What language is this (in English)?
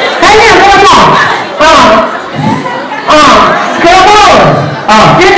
Indonesian